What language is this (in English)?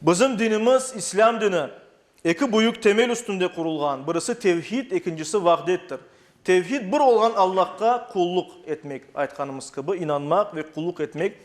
Crimean Tatar